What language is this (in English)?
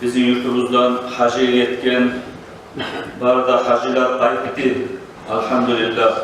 Kumyk